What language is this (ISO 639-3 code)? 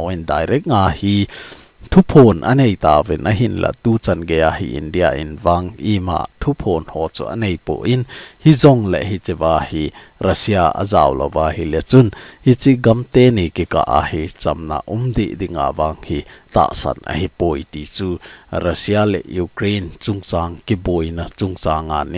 tcz